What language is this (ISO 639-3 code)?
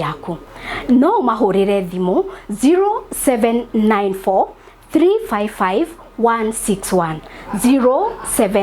kik